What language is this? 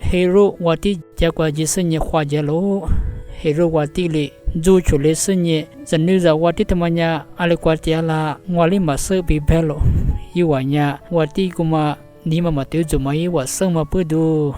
Lisu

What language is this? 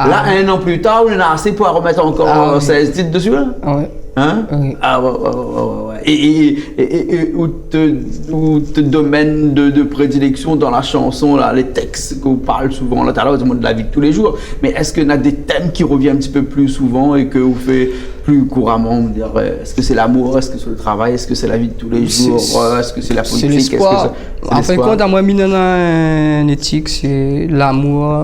Réunion Creole French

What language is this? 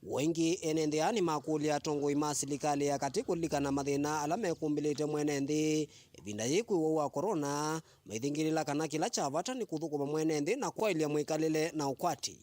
Kamba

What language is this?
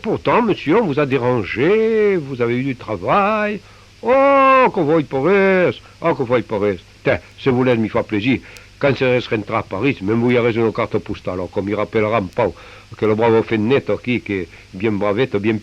Occitan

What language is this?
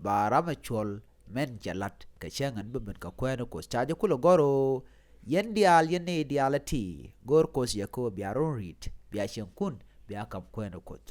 Nuer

